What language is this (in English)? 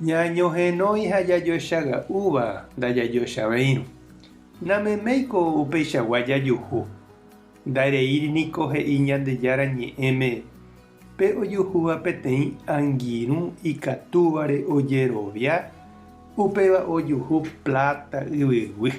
Guarani